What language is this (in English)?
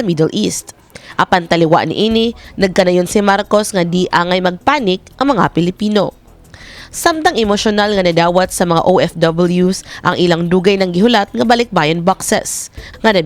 Cebuano